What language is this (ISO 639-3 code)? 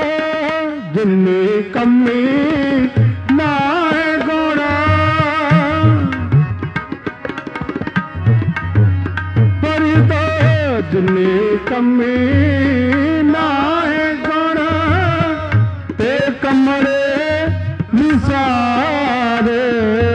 pan